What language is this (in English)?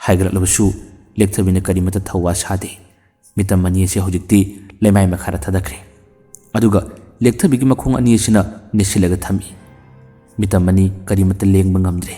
Manipuri